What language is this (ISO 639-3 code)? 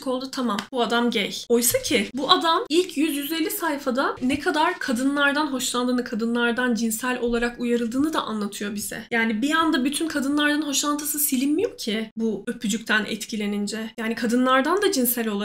tur